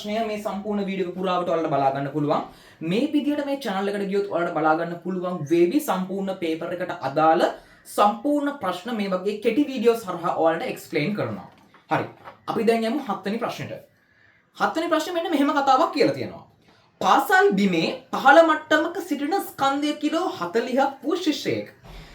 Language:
Sinhala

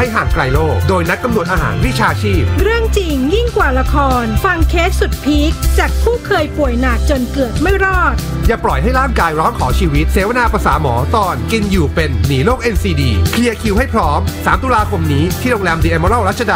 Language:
Thai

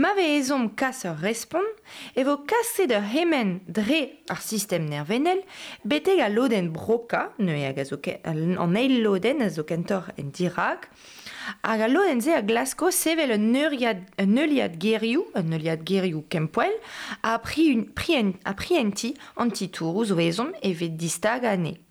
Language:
Breton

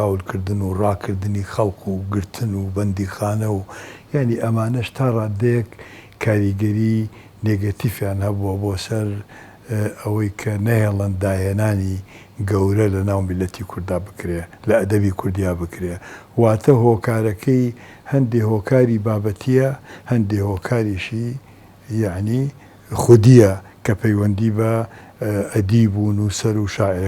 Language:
Central Kurdish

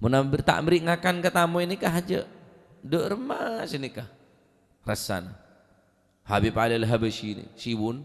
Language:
Madurese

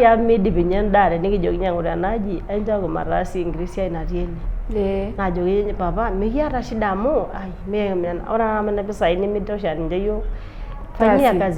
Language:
Masai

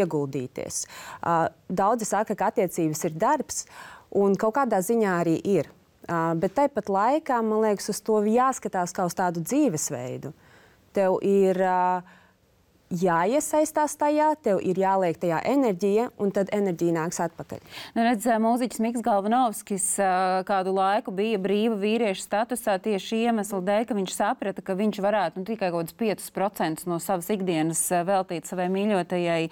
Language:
Latvian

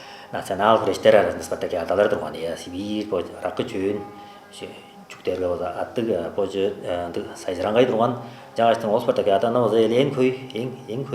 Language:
Tuvinian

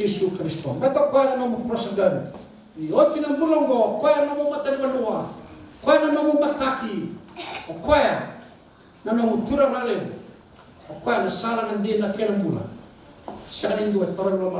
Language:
Fijian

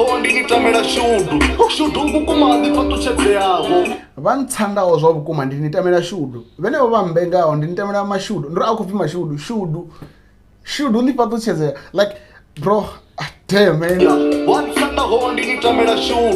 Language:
Venda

